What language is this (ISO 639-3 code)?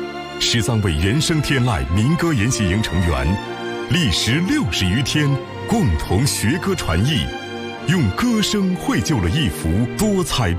zho